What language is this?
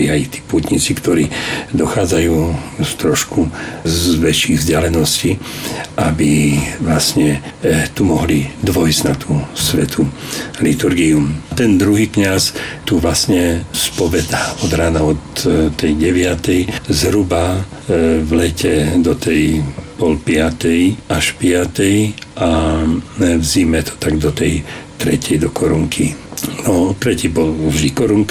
Slovak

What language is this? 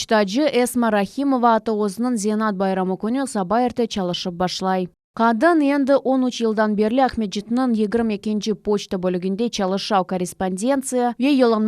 Crimean Tatar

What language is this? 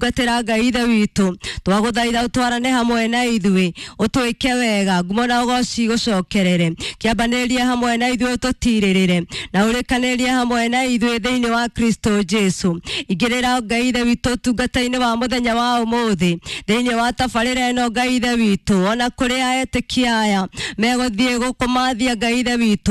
Kikuyu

